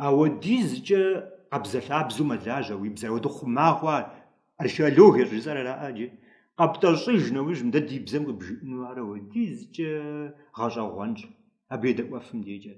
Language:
Kabardian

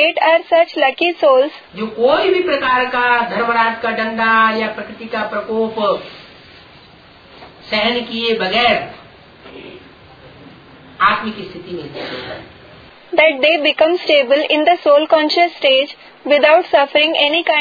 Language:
Hindi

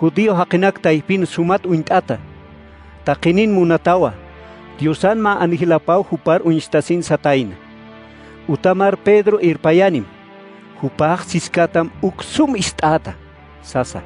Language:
Aymara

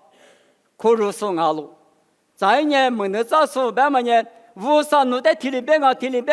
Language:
Lisu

